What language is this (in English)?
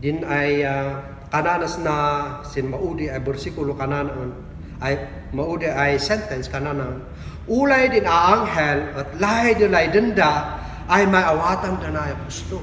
Kankanaey